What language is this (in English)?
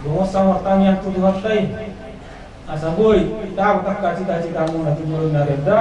Batak Toba